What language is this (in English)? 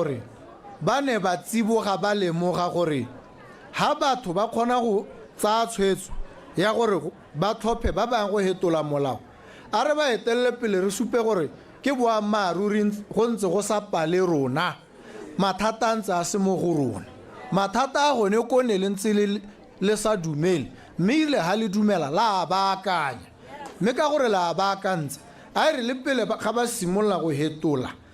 Tswana